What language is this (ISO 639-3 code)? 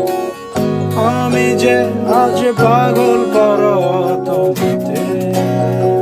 ben